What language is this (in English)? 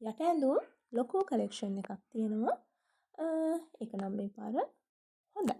Sinhala